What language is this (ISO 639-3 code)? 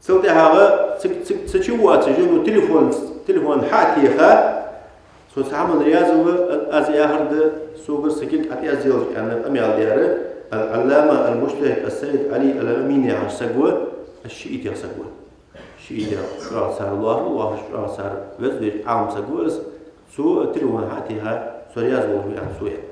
inh